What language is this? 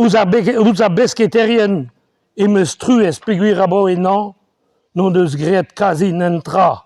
Breton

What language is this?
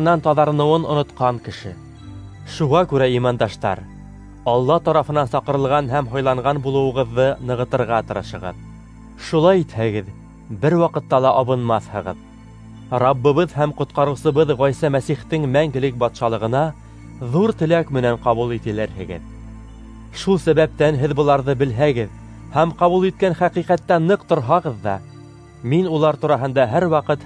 Bashkir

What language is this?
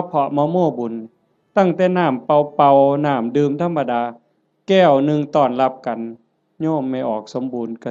Northeastern Thai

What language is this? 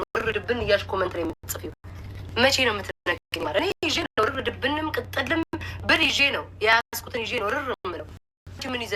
Amharic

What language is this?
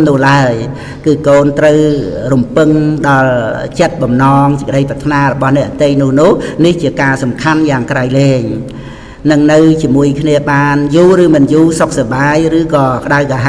Khmer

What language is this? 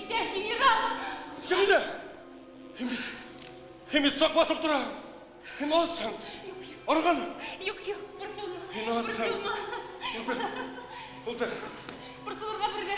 Bashkir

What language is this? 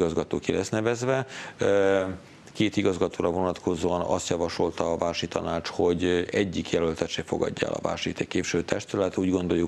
Hungarian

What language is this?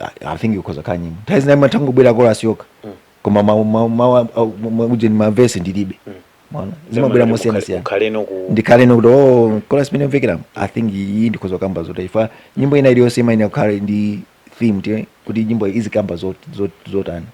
Nyanja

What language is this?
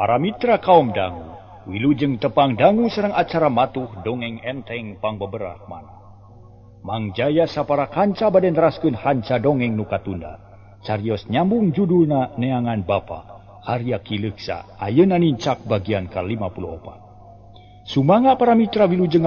Sundanese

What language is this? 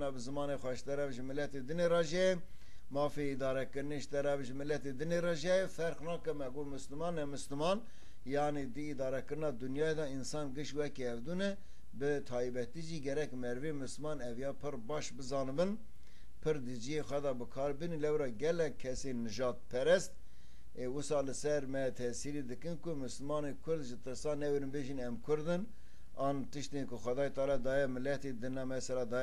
Kurdish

